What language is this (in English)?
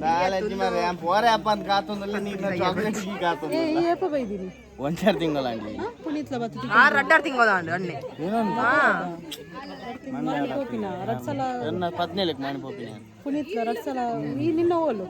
Tulu